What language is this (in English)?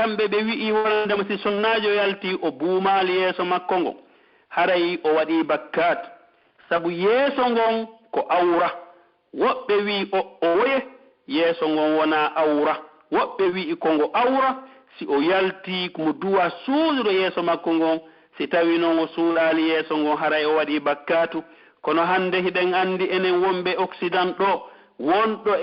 Pular